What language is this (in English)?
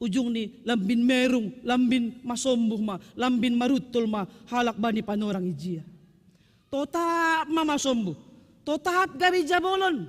Batak Simalungun